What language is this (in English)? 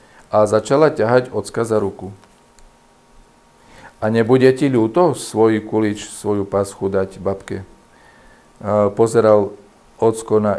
Slovak